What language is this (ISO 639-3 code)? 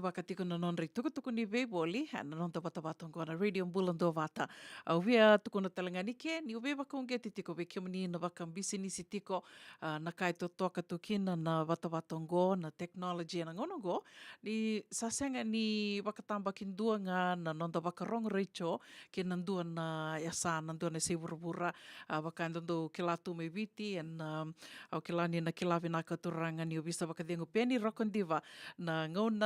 fij